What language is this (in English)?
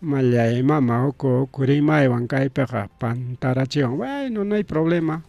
Ayacucho Quechua